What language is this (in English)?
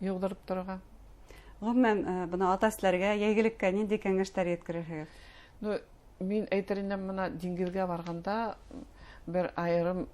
Bashkir